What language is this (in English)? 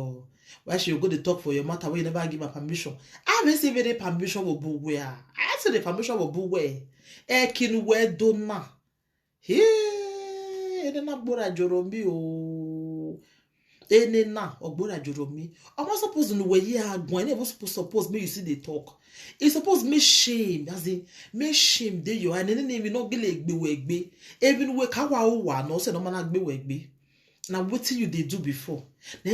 Nigerian Pidgin